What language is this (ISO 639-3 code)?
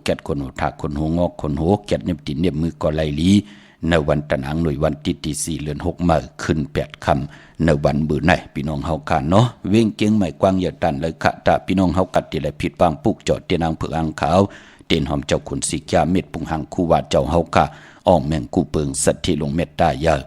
shn